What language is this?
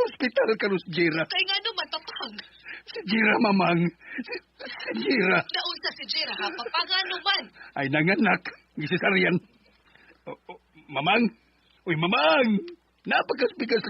Cebuano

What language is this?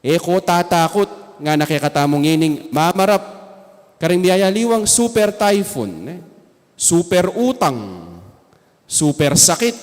Pampanga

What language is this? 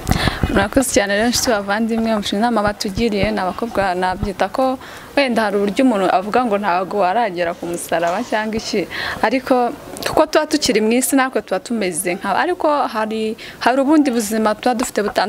Kinyarwanda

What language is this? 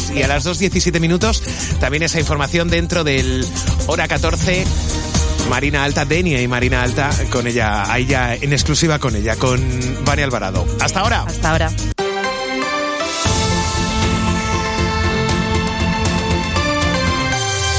Spanish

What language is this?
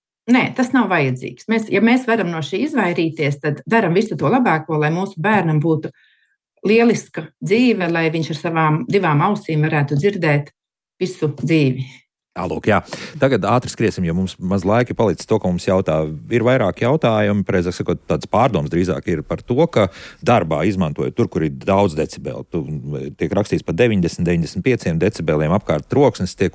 Latvian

